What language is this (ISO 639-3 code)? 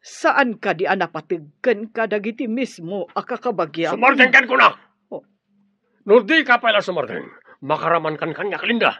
ilo